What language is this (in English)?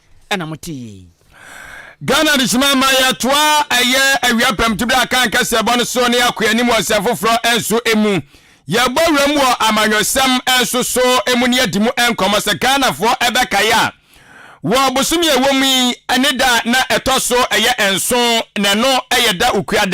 Akan